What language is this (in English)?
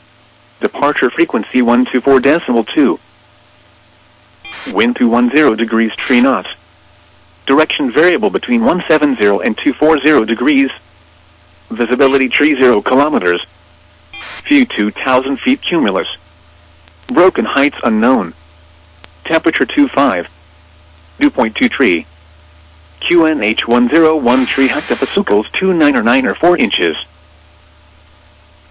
English